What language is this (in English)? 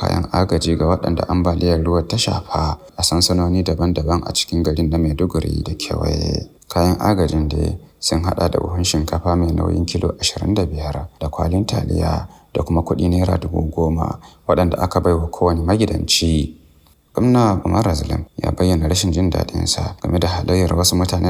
Hausa